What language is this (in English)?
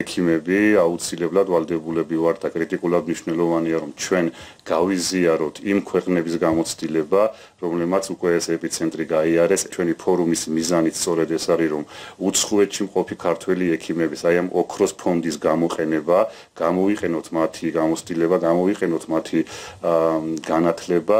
Georgian